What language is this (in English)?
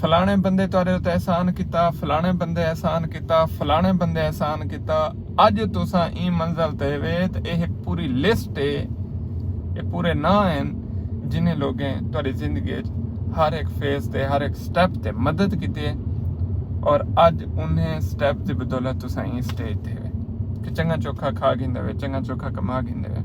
Saraiki